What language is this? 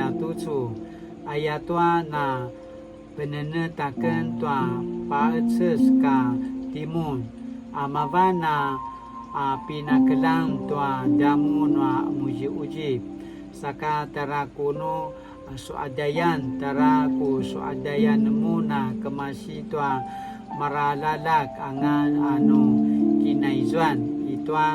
Paiwan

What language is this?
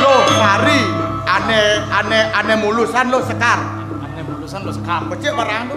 Balinese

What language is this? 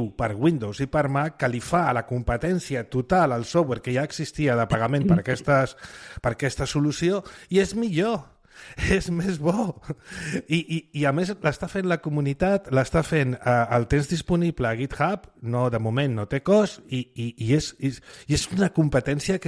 Catalan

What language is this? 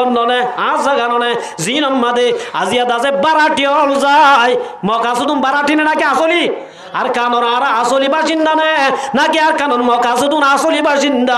Rohingya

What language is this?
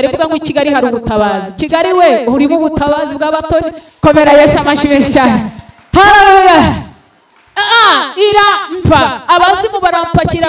Kinyarwanda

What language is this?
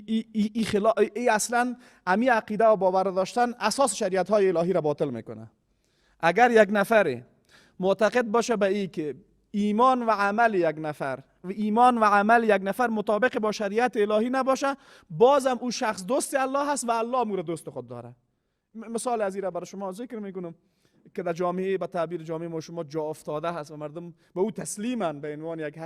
Persian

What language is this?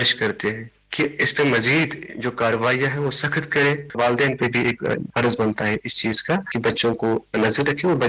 Urdu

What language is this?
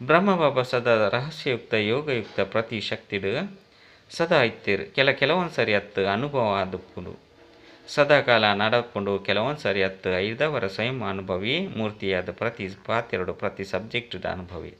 Tulu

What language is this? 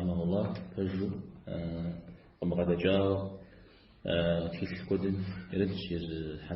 Kabardian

